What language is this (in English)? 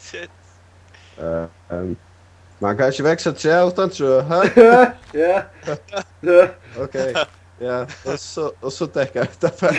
Faroese